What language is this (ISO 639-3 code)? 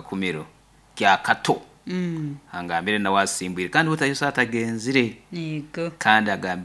nyo